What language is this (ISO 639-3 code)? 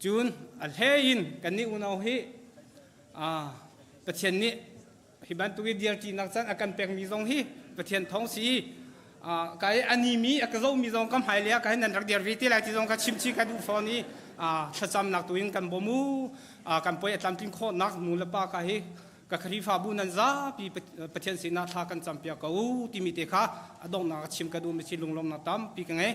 cnh